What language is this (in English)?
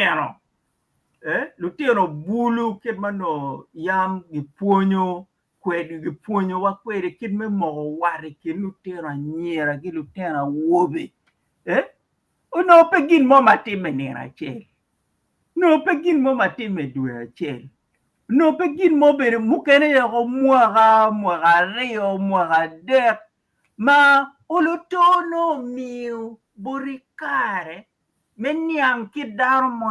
Acoli